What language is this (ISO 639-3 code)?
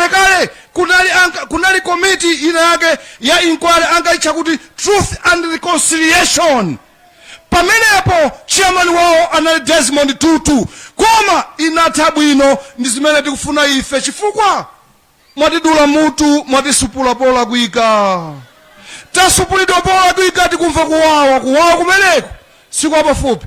nya